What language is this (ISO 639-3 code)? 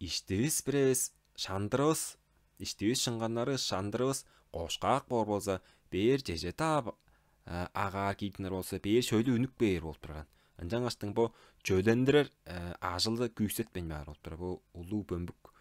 tyv